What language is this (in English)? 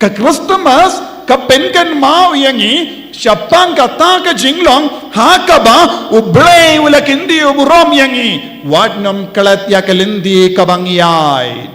Khasi